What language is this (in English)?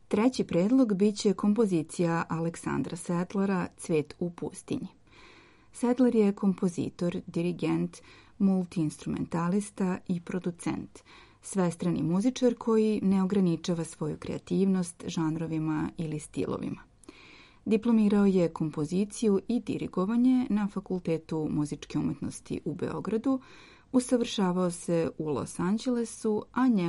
Serbian